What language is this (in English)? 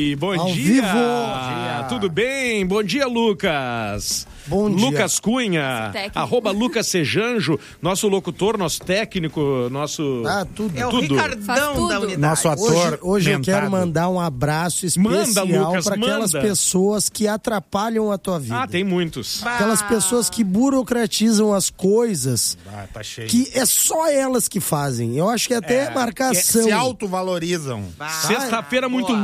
Portuguese